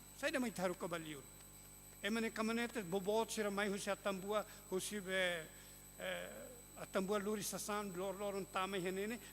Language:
Tetum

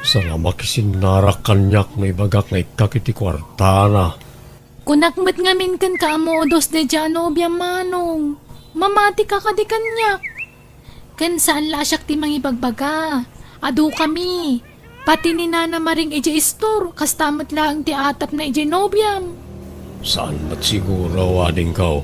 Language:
Iloko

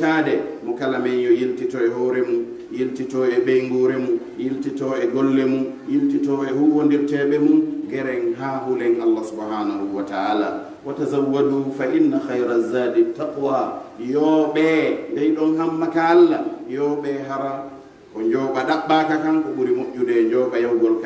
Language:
Pular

